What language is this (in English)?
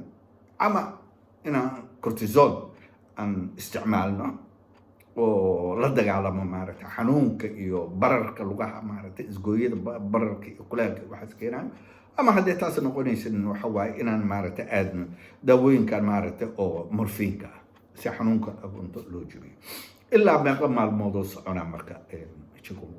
Somali